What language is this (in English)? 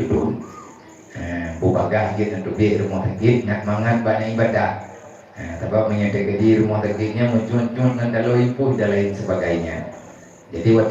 Achinese